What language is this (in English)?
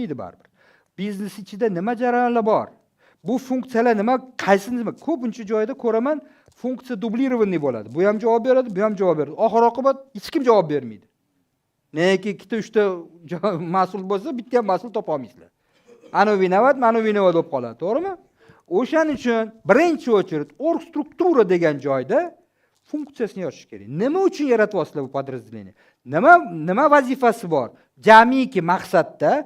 Uzbek